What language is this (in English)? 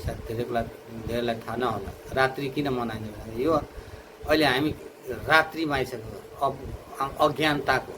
Nepali